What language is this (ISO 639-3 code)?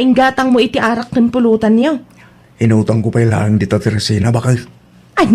ilo